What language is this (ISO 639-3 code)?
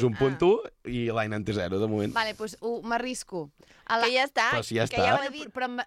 cat